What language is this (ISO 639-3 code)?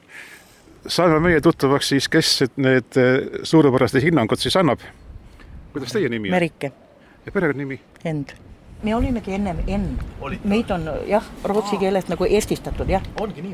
est